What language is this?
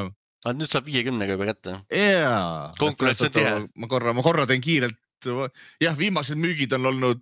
Estonian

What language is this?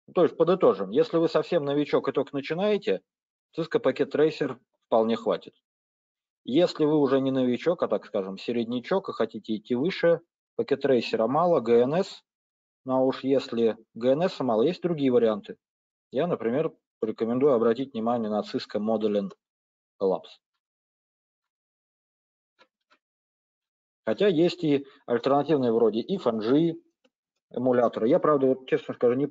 Russian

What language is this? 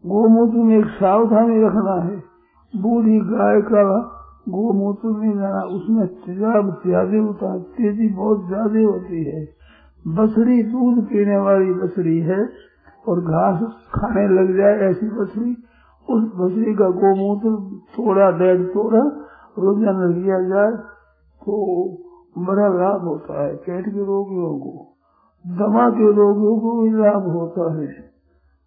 Hindi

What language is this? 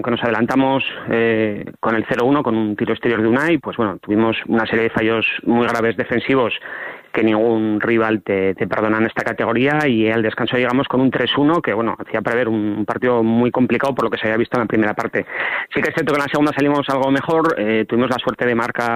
Spanish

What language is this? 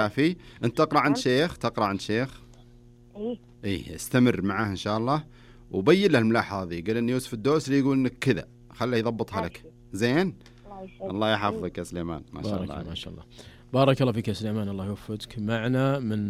Najdi Arabic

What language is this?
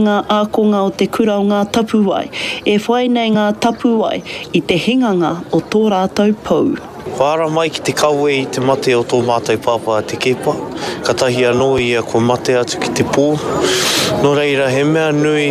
Māori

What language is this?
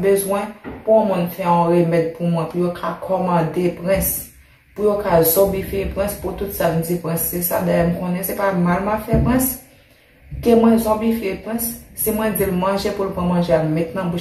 Haitian Creole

